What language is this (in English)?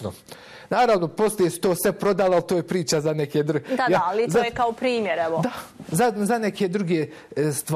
Bosnian